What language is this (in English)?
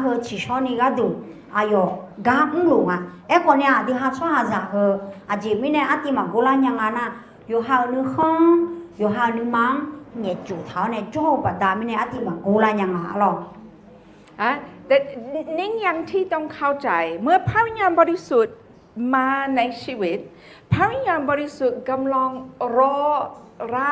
Akha